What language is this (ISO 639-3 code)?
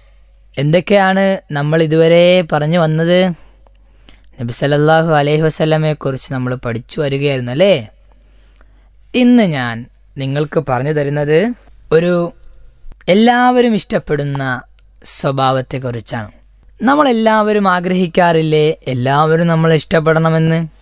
mal